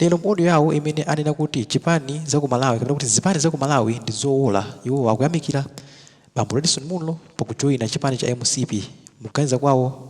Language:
Nyanja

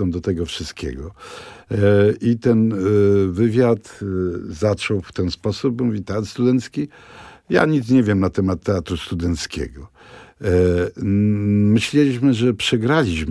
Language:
Polish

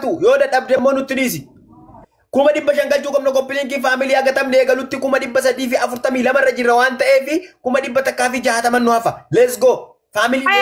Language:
Oromo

